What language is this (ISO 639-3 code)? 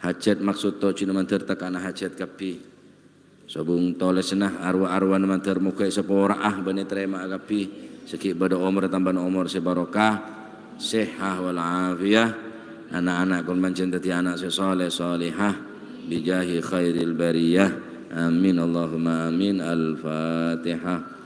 mad